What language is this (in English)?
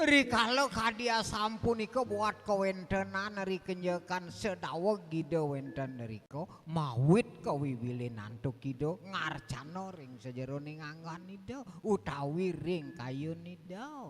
Balinese